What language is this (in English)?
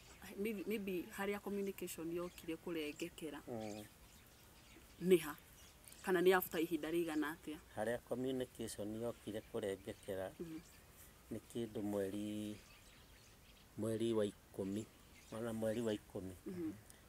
Kikuyu